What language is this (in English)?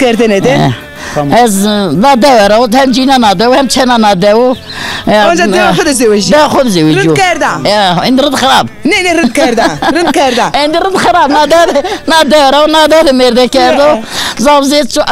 Zaza